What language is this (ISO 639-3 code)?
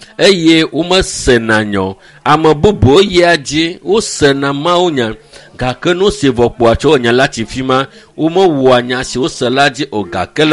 ewe